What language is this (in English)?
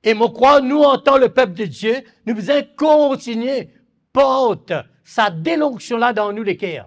Morisyen